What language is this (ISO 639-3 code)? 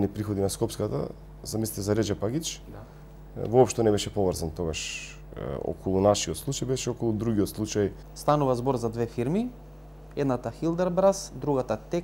mkd